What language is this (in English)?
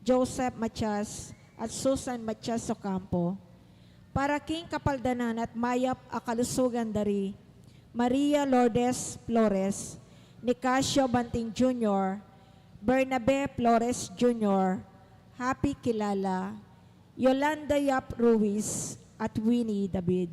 Pampanga